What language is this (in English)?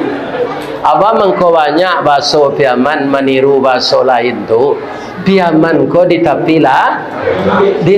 Minangkabau